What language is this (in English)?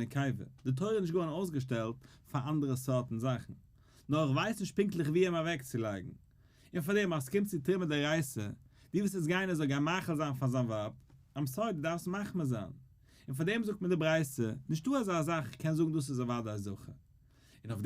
Yiddish